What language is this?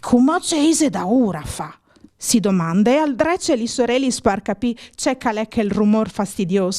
Friulian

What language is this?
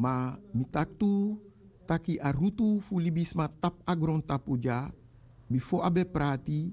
Sranan Tongo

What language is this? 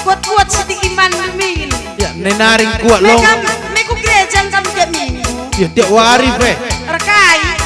Batak Karo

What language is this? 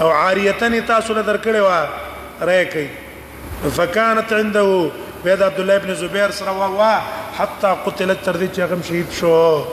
Pashto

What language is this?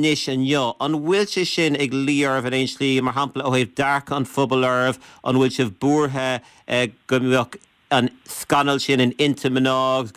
Irish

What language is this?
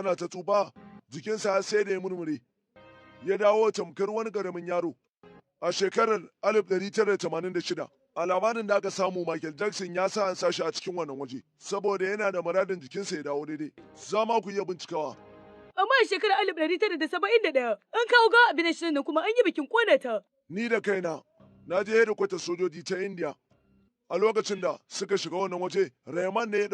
Hausa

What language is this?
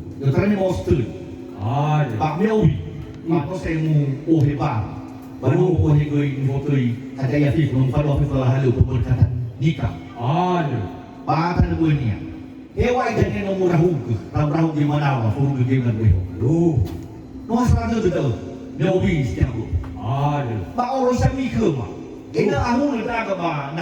Nias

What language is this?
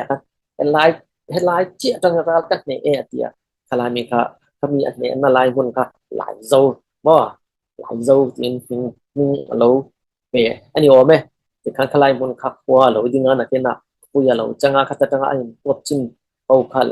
Falam Chin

